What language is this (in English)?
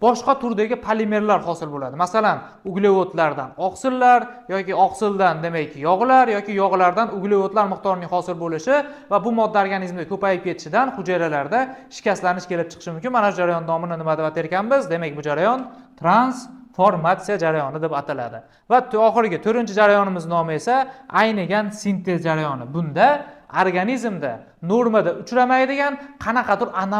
Uzbek